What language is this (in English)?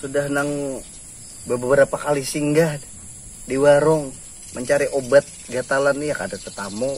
Banjar